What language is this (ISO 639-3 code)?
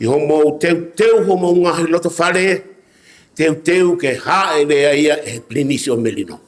ton